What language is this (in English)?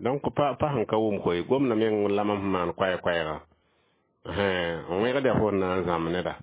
Mossi